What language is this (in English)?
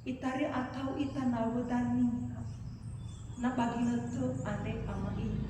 Nias